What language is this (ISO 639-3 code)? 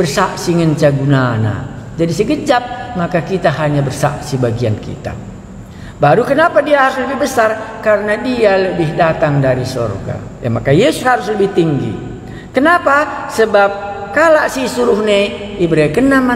btx